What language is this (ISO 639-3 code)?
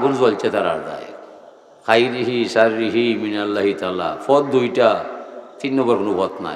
syl